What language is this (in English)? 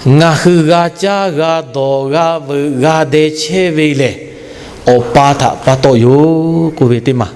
Lahu